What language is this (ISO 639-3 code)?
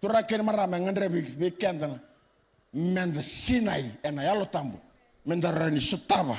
fij